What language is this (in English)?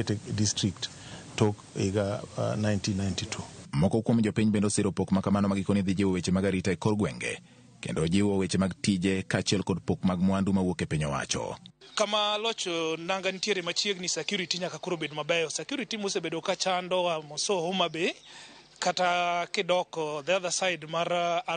Luo (Kenya and Tanzania)